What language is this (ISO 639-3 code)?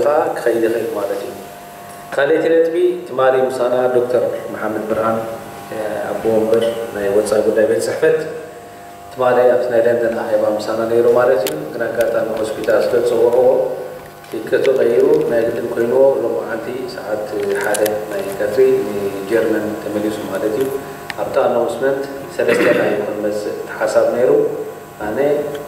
tir